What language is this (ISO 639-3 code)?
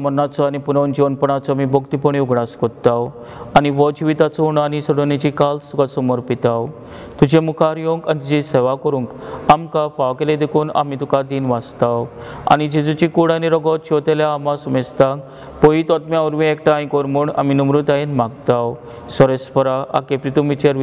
kok